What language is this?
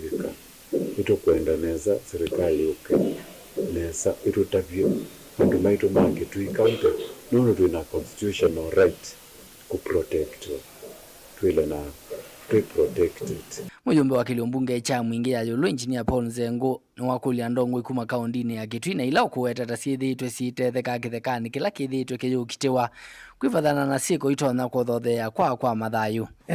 Kamba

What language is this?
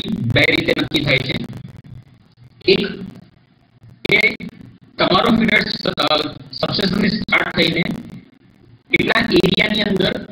Gujarati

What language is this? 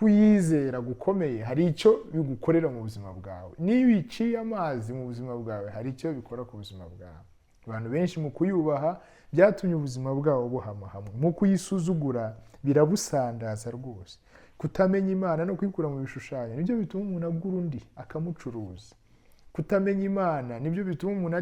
Kinyarwanda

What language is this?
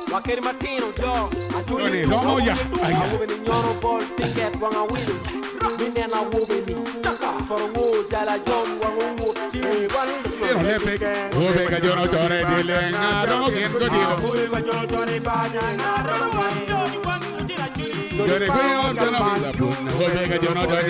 Acoli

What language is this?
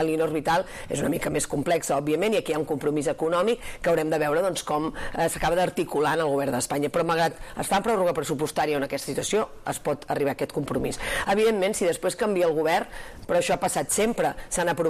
Catalan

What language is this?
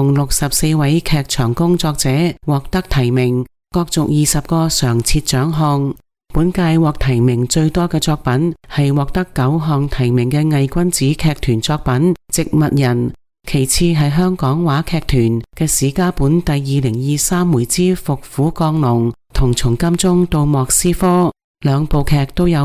Cantonese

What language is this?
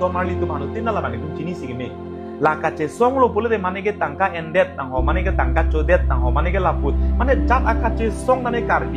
Karbi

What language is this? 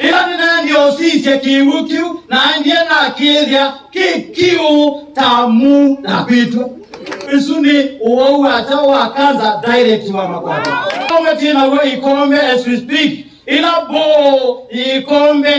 Kamba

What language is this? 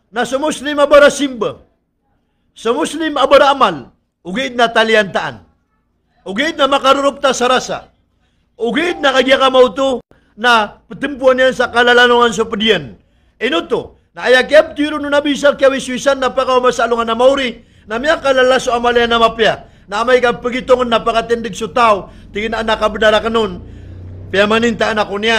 Maranao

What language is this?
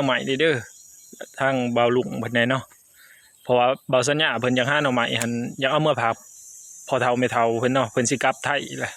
Northeastern Thai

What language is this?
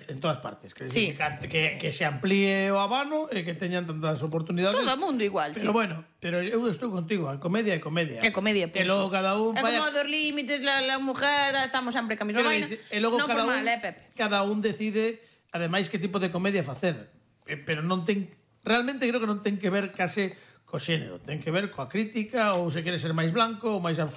Galician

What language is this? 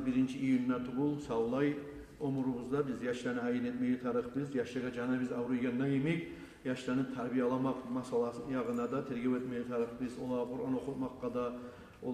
Kumyk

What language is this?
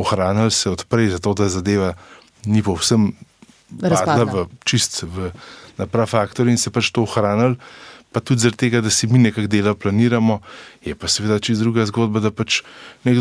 Slovenian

